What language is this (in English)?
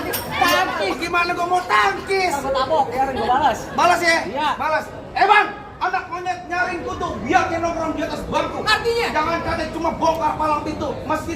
Betawi